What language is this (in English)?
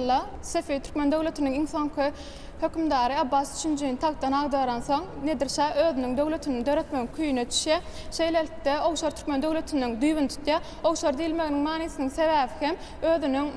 Turkmen